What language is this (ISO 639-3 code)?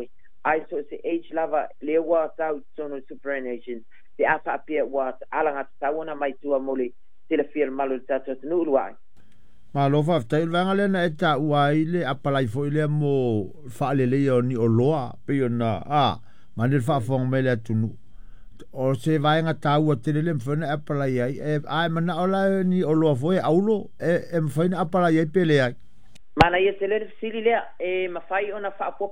smo